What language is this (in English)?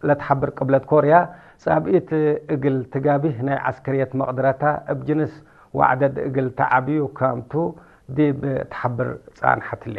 Tigre